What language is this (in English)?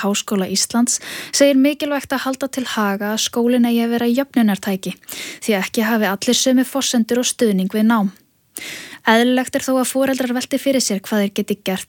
Icelandic